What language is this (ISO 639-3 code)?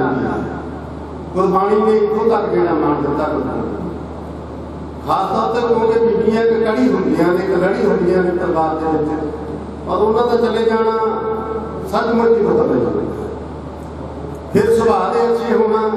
pan